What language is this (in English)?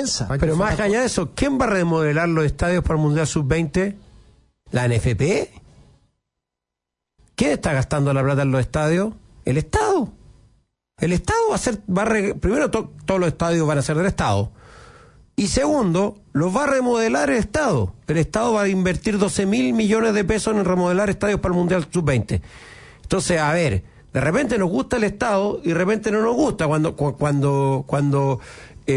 Spanish